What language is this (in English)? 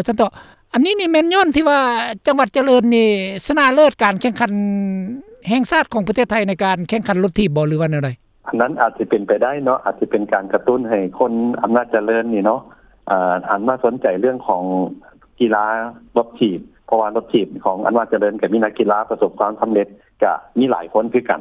Lao